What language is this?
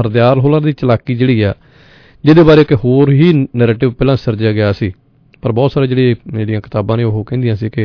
Punjabi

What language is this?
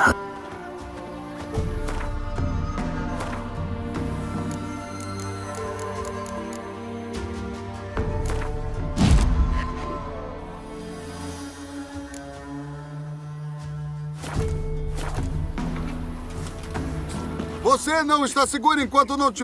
Portuguese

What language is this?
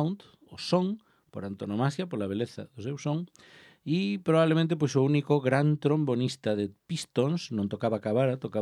Galician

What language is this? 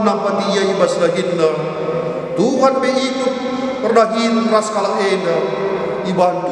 Batak Karo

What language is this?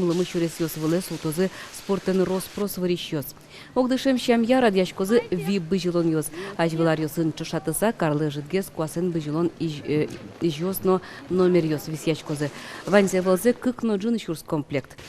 Udmurt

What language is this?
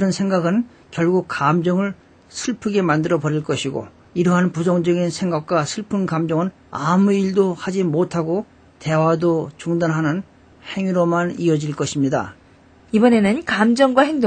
Korean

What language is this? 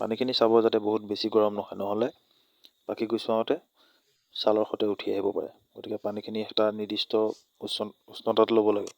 Assamese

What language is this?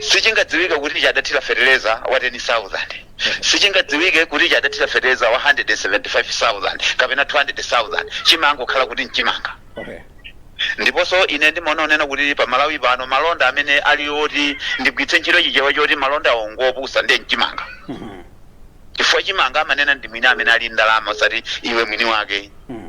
Nyanja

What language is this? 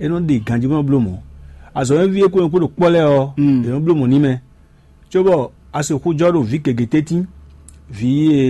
Fon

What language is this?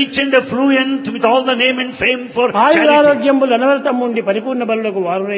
Telugu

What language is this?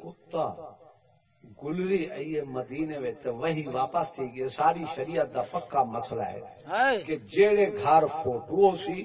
Saraiki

